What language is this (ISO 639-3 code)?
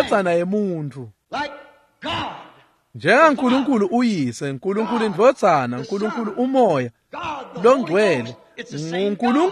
ssw